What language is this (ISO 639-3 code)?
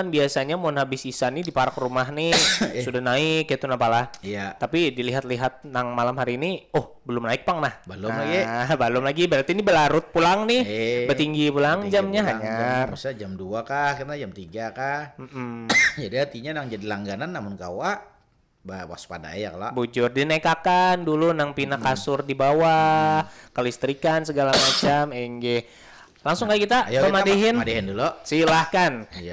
bjn